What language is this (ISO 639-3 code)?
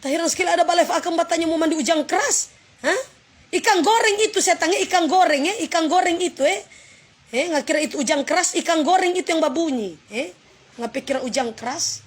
xmm